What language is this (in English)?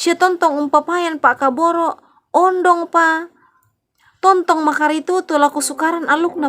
Toraja-Sa'dan